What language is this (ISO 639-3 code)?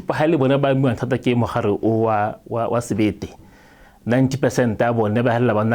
tsn